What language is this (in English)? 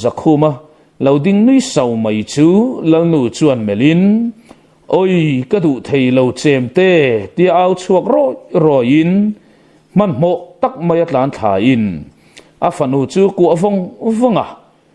Mizo